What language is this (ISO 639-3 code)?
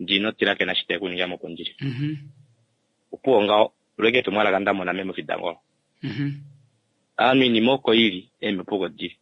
kua